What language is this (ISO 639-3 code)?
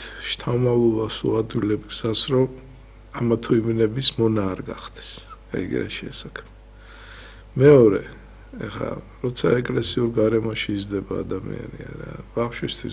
kat